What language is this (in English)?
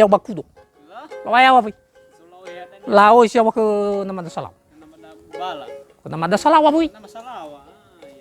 Nias